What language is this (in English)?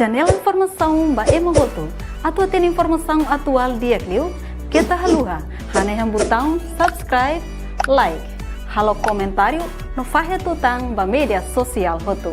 Tetum